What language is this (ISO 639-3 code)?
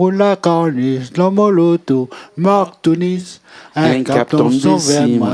rcf